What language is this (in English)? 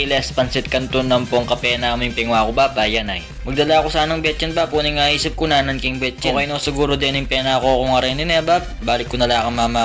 Pampanga